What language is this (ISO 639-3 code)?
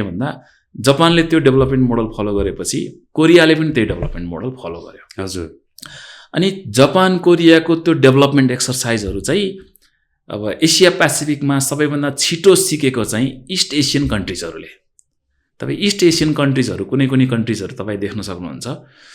nep